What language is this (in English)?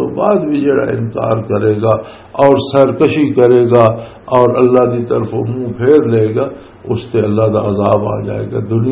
Western Panjabi